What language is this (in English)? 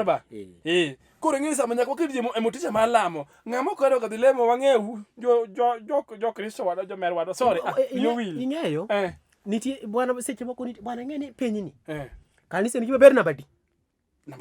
Luo (Kenya and Tanzania)